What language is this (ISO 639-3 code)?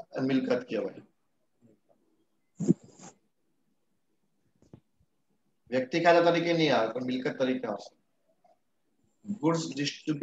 guj